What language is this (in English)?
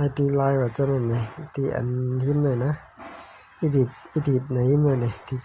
Shan